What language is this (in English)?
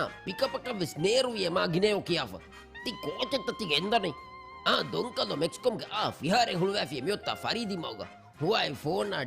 Divehi